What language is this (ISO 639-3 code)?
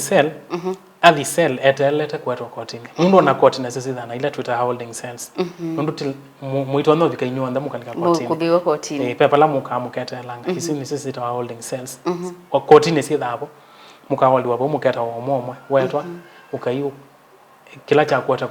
kam